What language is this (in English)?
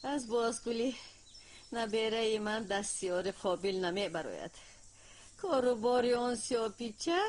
Tajik